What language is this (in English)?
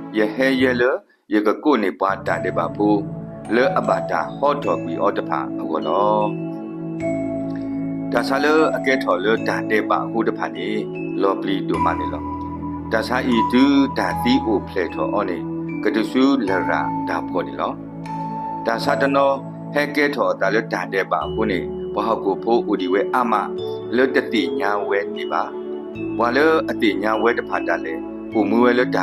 S'gaw Karen